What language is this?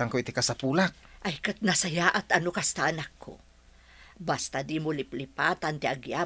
Iloko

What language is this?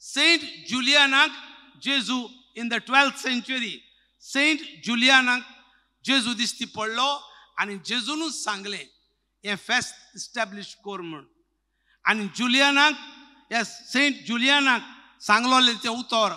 Konkani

